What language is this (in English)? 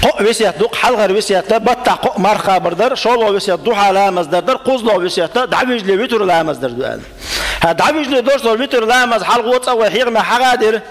Chechen